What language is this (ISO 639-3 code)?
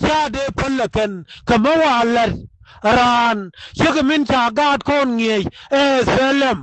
nus